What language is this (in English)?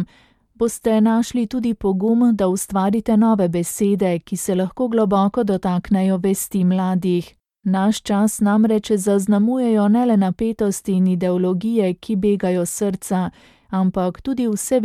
Slovenian